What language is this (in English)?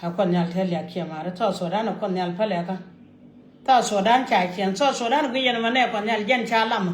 Nuer